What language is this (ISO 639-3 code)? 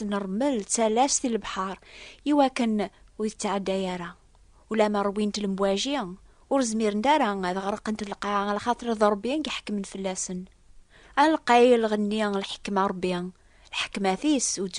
kab